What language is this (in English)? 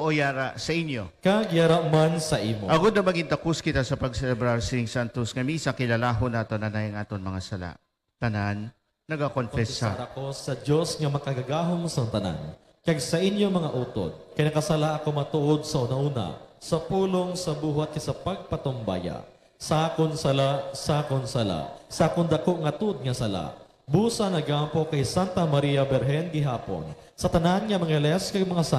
Hiligaynon